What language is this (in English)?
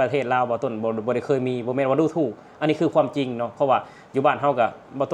Lao